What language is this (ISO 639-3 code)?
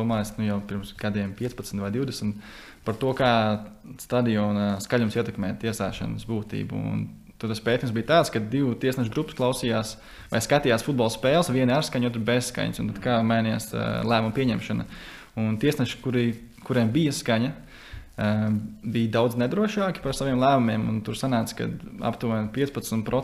lav